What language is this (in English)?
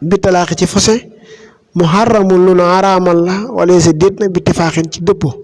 Wolof